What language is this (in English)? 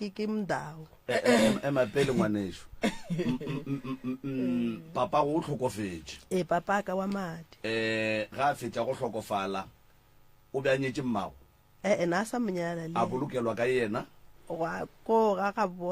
Northern Sotho